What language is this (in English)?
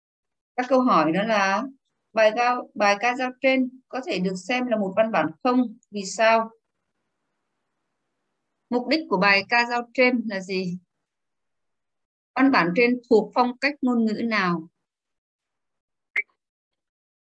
Vietnamese